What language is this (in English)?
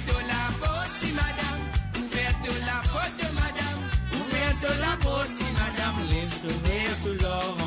Morisyen